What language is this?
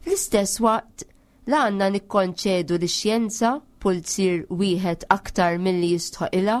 Maltese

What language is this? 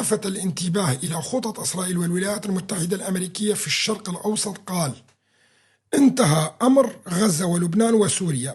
Kurdish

